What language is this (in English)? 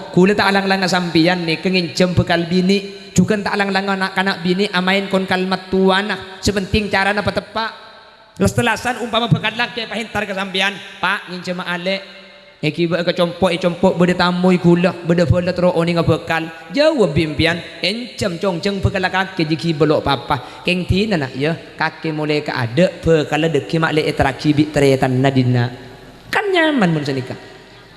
Madurese